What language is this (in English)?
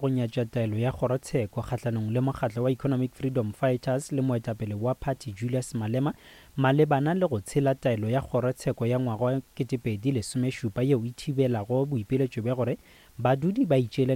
Northern Sotho